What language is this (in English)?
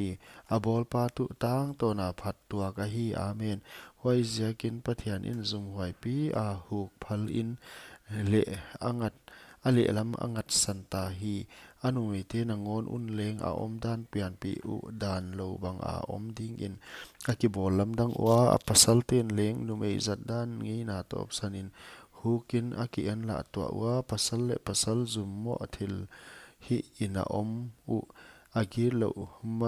Paite Chin